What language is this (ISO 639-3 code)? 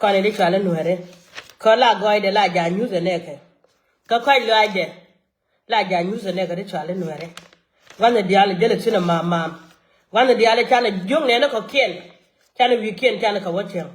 nus